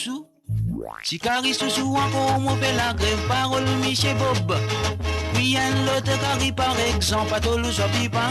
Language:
Morisyen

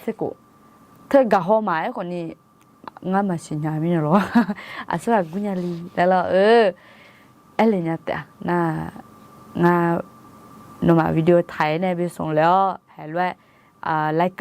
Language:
Akha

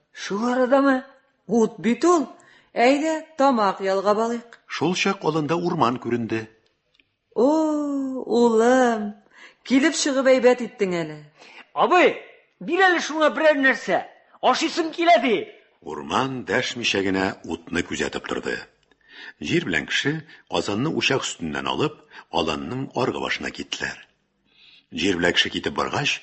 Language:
Tatar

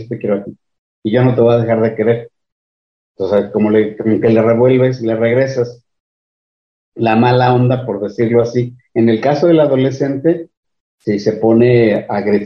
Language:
Spanish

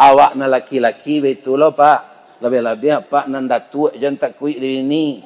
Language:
Minangkabau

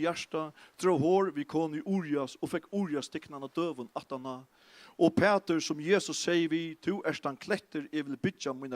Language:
Faroese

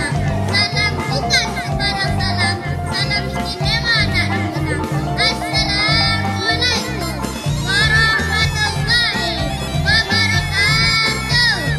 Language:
Minangkabau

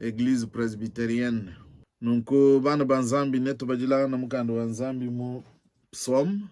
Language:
Luba-Lulua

